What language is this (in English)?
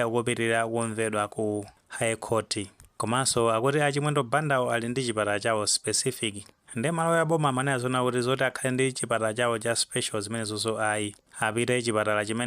Nyanja